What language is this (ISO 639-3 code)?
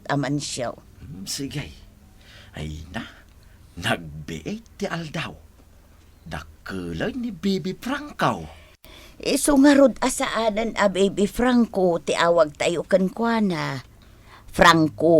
ilo